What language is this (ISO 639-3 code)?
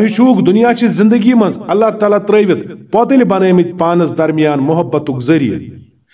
kas